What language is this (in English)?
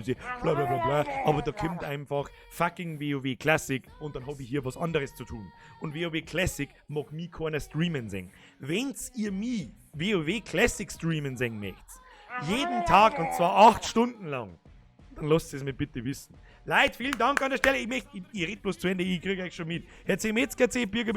Bavarian